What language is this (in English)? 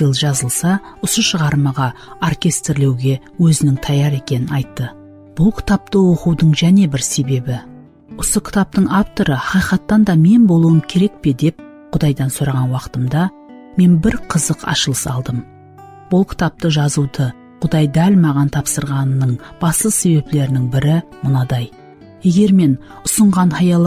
Kara-Kalpak